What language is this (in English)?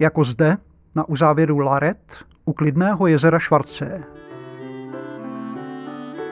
Czech